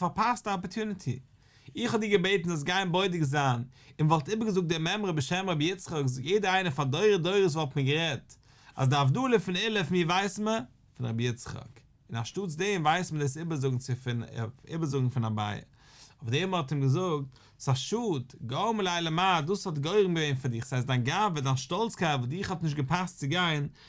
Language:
Yiddish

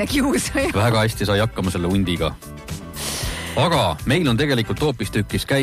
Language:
Estonian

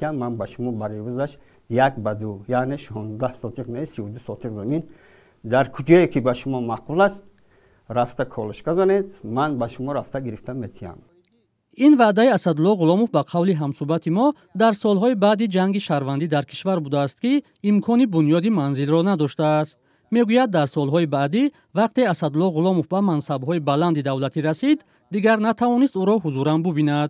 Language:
Tajik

